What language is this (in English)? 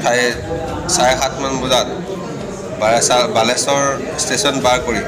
Assamese